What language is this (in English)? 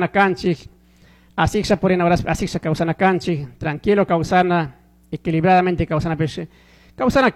Chimborazo Highland Quichua